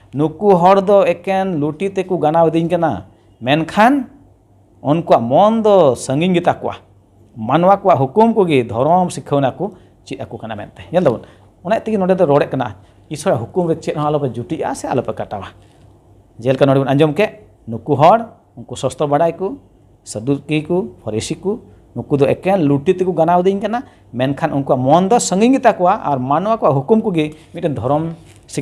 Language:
Santali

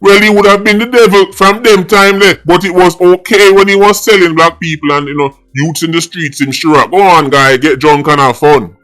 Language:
Jamaican Creole English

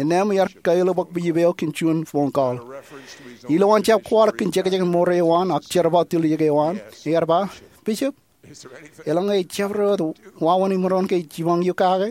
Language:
Marshallese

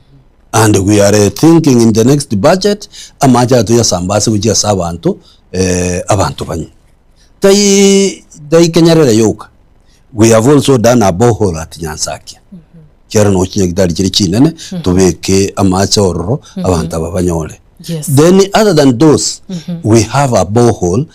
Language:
Gusii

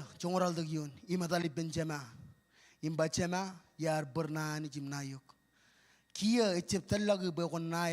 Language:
Marshallese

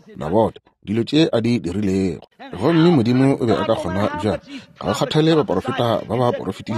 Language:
Northern Sotho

